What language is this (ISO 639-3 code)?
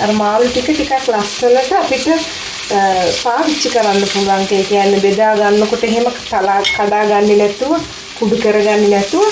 sin